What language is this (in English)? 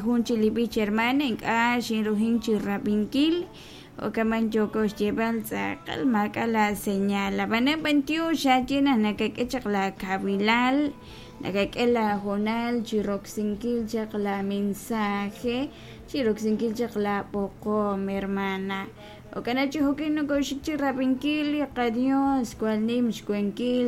Kekchí